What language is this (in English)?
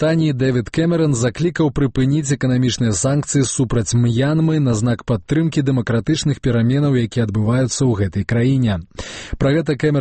Belarusian